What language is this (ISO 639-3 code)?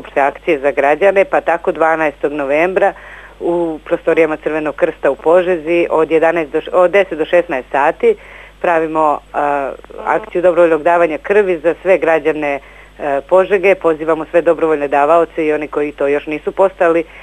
srp